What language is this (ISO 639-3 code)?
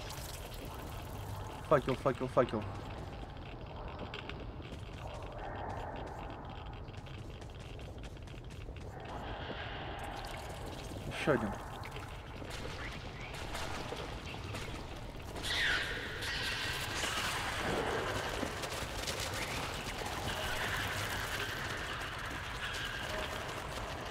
rus